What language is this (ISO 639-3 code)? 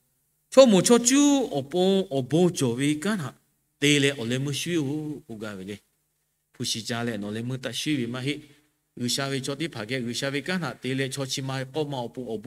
lhu